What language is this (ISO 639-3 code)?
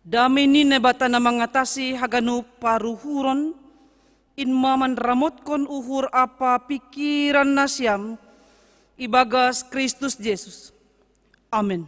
bts